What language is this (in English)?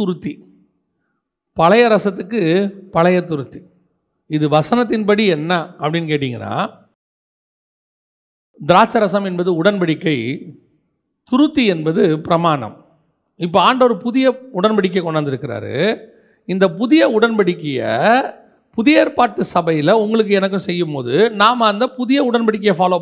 Tamil